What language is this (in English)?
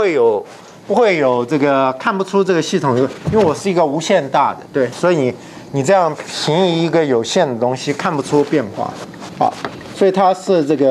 Chinese